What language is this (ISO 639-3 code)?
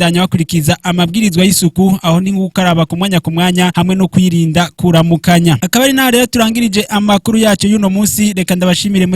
run